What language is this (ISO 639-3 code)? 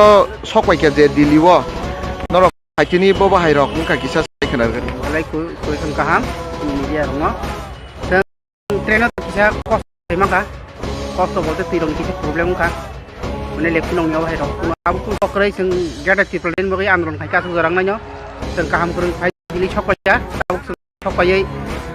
trp